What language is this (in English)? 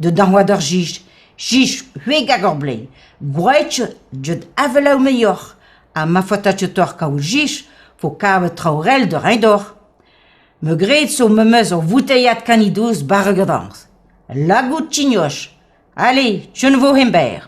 Breton